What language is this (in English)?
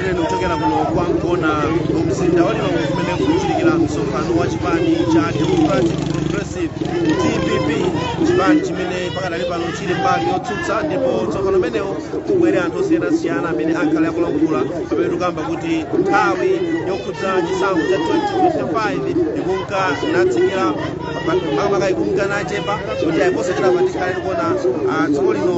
Nyanja